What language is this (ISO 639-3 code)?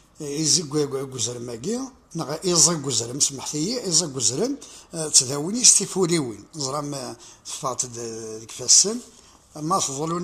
kab